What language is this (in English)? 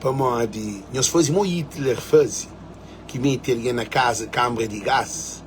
Kabuverdianu